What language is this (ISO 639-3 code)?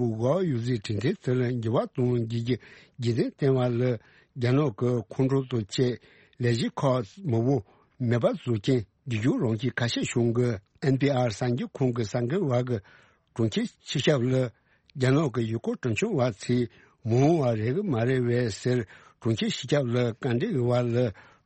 bod